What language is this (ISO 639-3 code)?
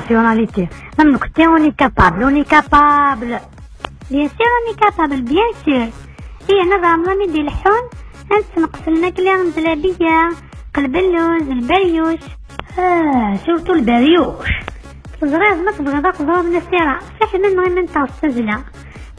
kab